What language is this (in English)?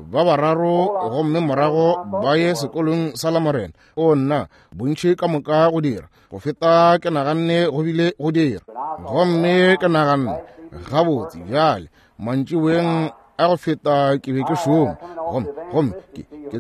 Northern Sotho